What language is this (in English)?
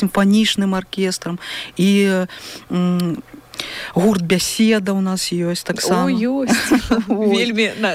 Belarusian